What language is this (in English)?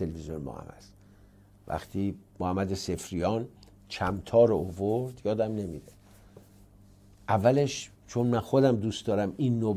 Persian